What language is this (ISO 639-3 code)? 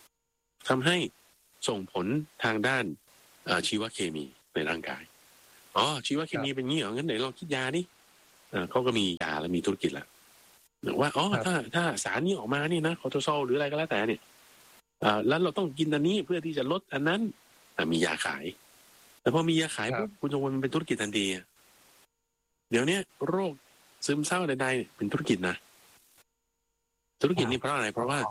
tha